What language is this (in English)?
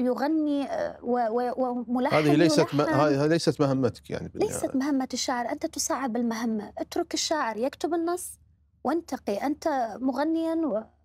Mesopotamian Arabic